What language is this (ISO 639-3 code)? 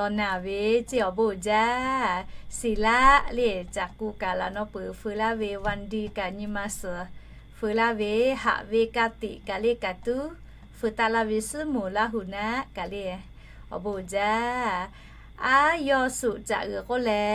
lhu